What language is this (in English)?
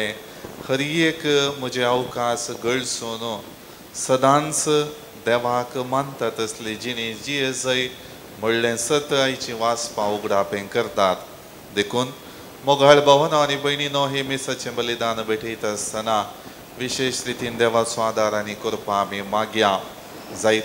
Konkani